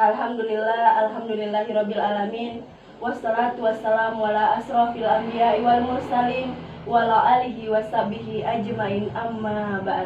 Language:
Makasar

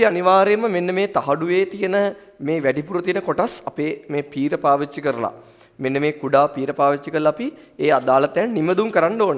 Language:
Sinhala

